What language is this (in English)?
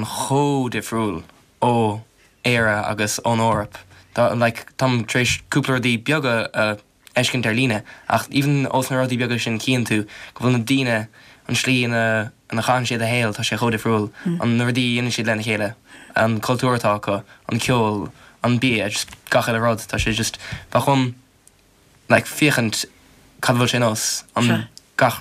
Irish